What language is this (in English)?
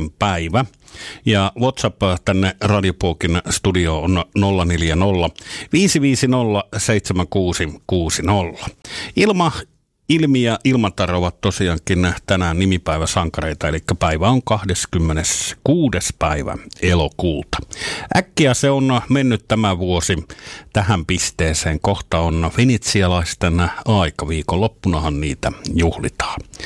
Finnish